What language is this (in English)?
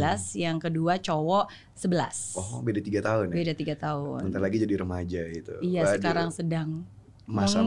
Indonesian